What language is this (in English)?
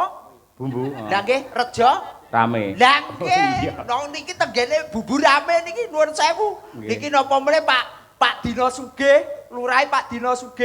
Javanese